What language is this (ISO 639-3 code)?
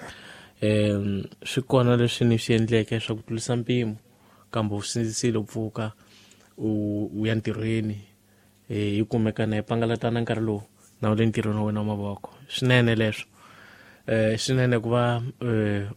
tso